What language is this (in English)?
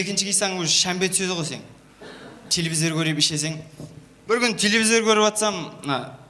Kara-Kalpak